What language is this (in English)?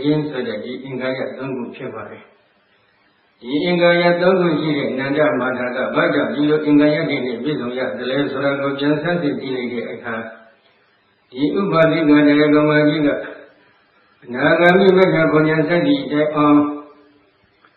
Burmese